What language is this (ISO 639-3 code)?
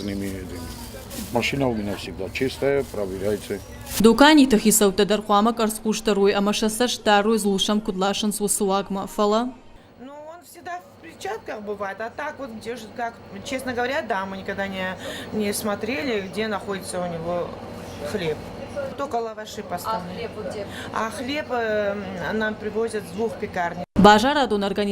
oss